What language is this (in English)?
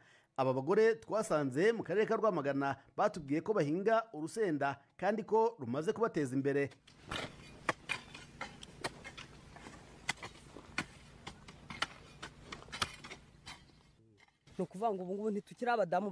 Kinyarwanda